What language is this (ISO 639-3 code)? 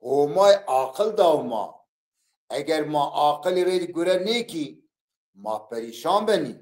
zza